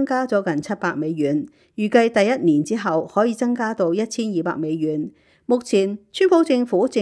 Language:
Cantonese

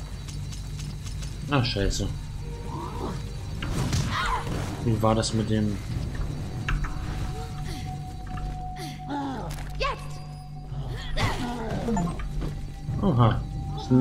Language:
German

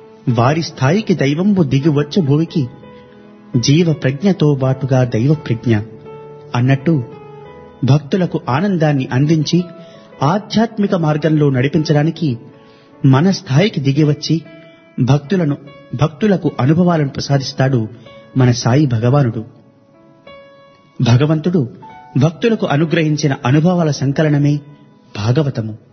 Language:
Telugu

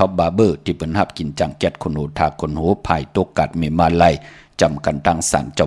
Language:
Shan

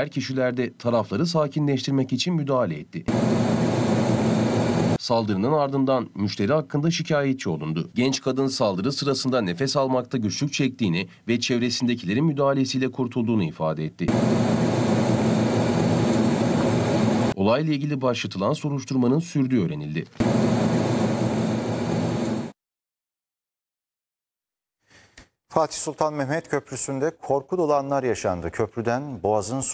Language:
Turkish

